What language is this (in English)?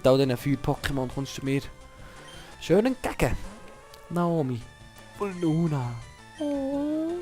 Swiss German